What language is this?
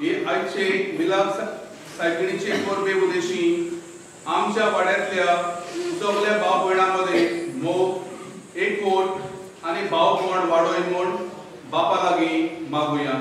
Konkani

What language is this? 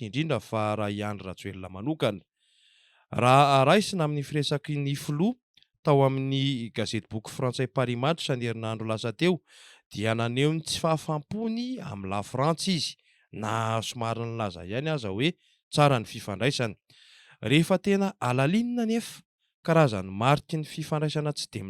Malagasy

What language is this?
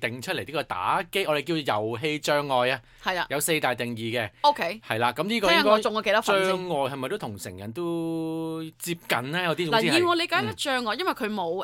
Cantonese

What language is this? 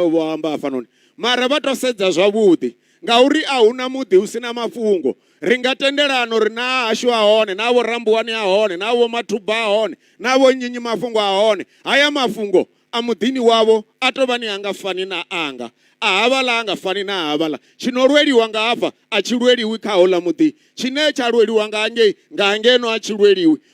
Venda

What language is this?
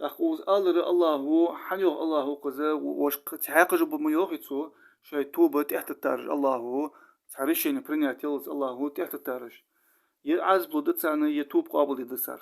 Ingush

